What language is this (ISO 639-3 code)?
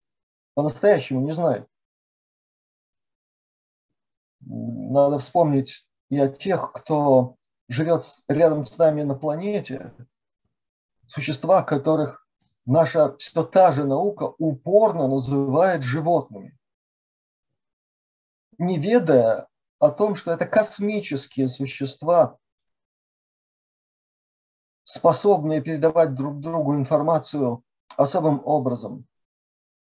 rus